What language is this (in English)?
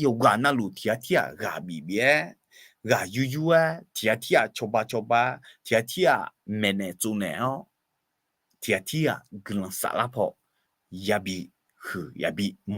Akha